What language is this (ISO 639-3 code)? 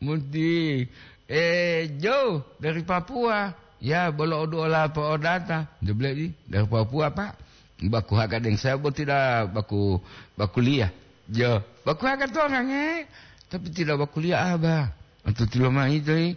gor